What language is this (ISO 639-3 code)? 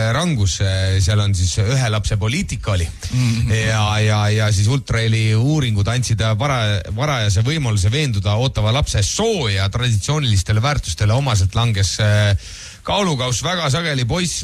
est